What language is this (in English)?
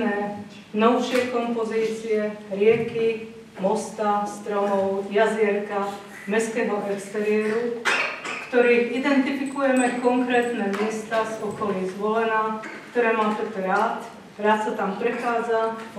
Slovak